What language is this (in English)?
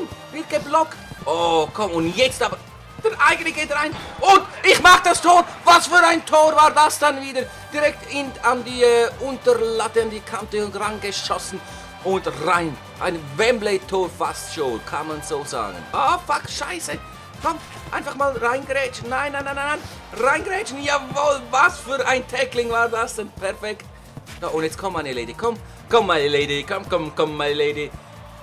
Swiss German